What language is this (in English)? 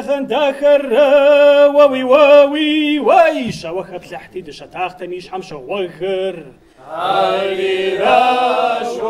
Kabardian